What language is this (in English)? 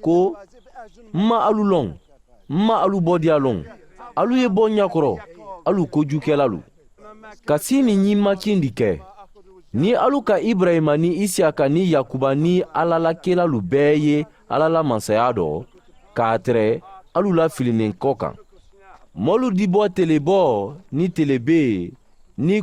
Mandingo